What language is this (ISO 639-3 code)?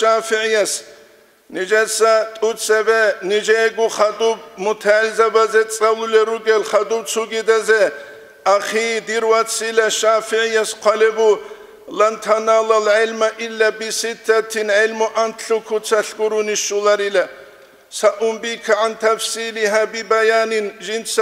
ava